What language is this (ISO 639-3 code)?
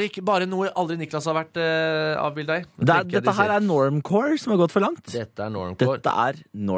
nor